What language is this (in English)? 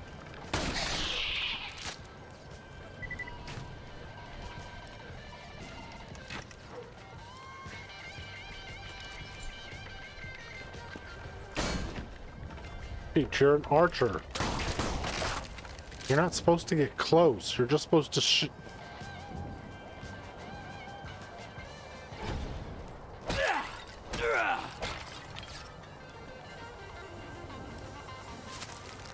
English